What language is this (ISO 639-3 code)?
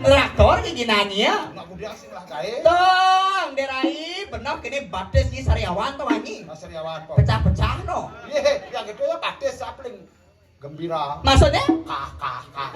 ban